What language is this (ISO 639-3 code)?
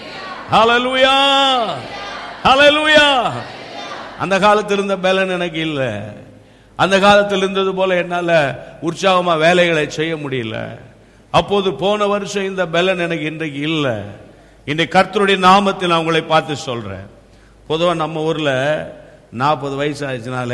tam